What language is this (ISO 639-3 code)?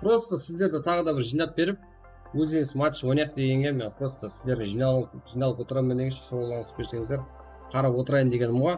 kaa